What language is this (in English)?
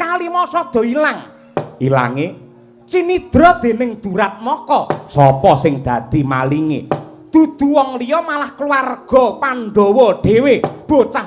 Javanese